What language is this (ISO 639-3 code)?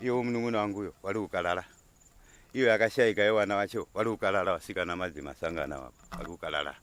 sna